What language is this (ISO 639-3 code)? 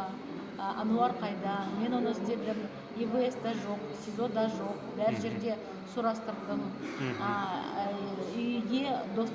kaz